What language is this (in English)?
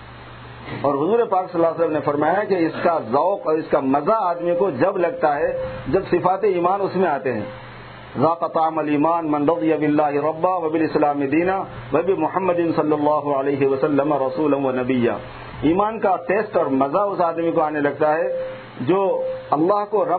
Urdu